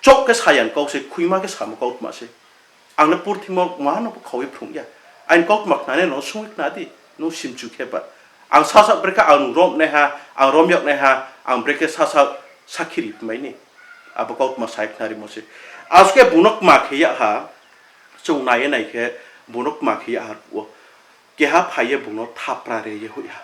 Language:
Riang (India)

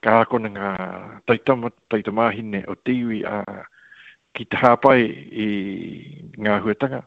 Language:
Māori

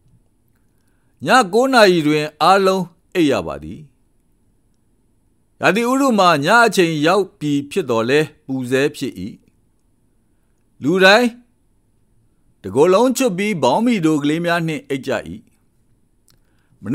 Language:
Burmese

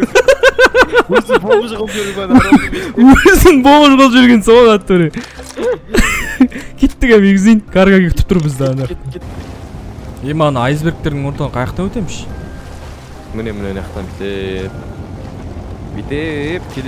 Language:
Kazakh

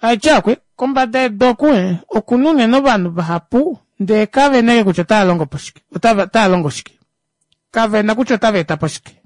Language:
Kuanyama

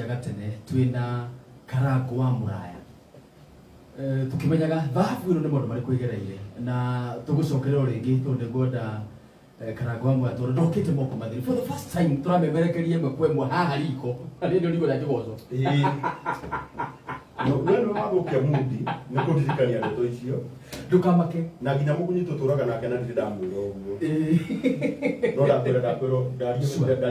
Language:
Kikuyu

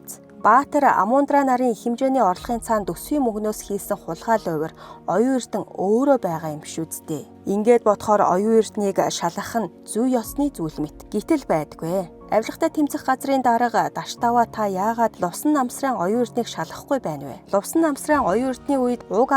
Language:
Mongolian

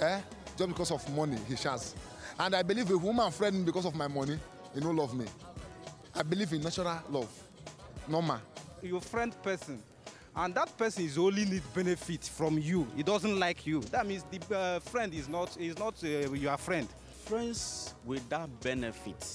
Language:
Nigerian Pidgin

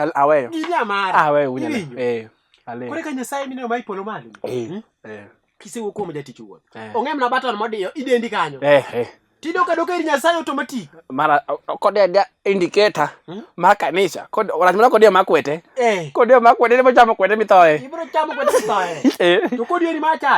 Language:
Luo (Kenya and Tanzania)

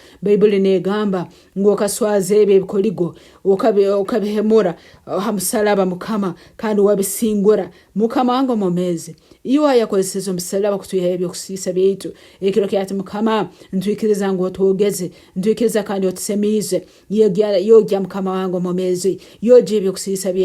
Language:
Nyankole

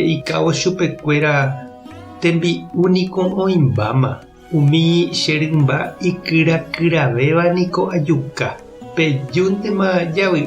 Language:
Guarani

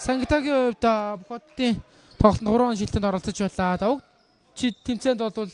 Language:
Mongolian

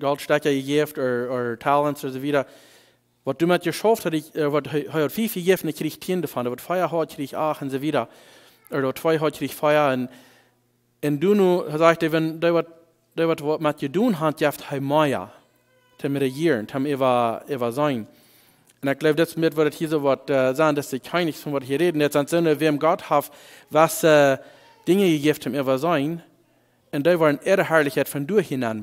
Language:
Plautdietsch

